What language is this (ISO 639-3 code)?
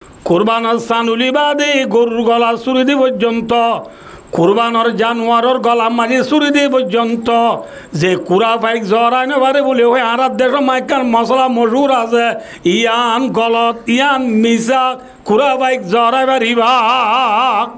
rhg